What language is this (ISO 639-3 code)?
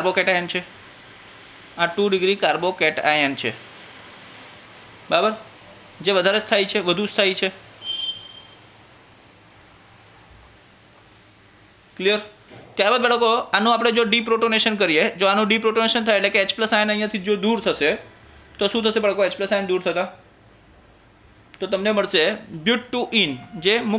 guj